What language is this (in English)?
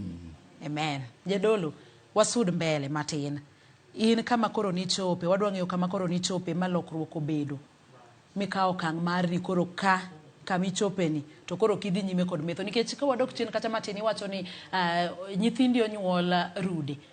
Luo (Kenya and Tanzania)